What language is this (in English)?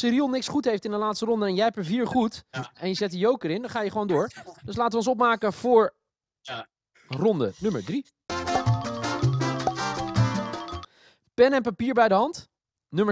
Dutch